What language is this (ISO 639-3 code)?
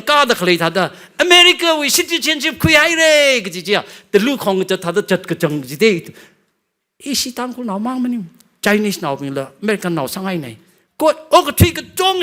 nmf